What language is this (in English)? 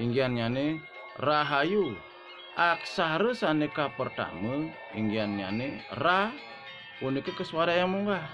Balinese